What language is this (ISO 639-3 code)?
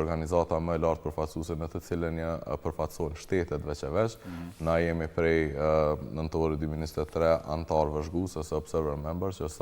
sqi